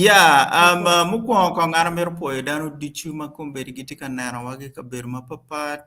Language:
Acoli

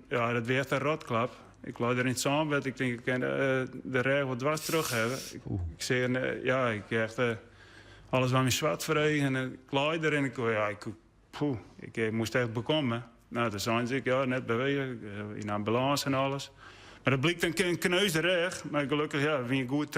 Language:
Western Frisian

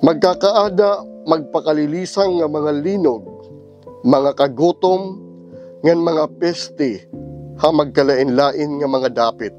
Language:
Waray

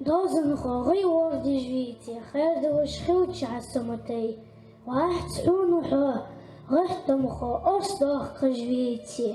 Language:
Ingush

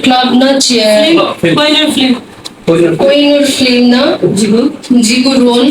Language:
Newari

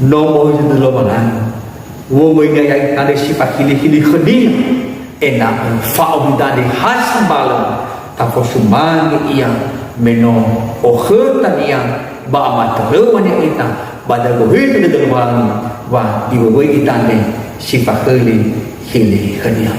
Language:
Nias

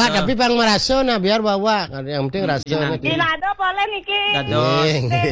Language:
Balinese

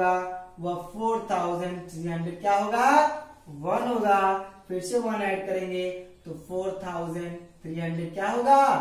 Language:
Hindi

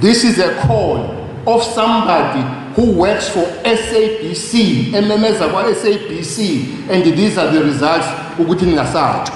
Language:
Zulu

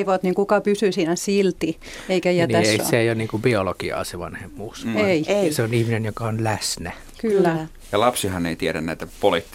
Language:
Finnish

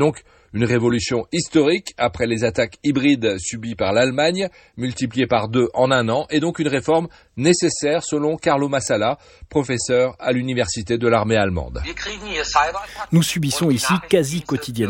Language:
French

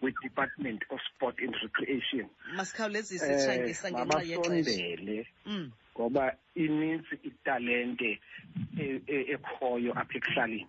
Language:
Xhosa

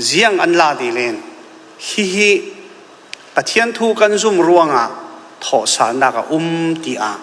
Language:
Falam Chin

